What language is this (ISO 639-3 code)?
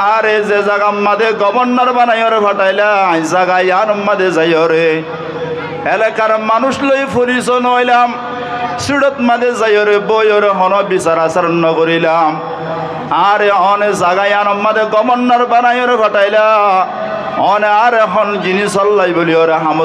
rhg